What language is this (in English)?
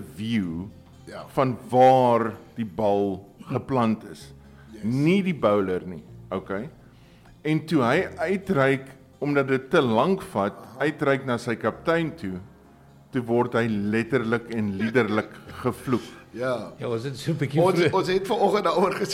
Afrikaans